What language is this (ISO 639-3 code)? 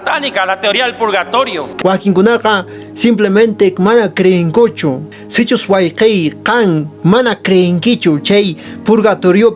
que